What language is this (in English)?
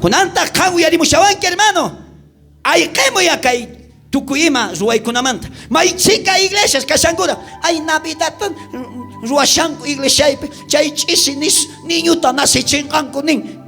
South Bolivian Quechua